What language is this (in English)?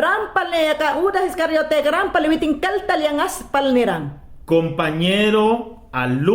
Mayangna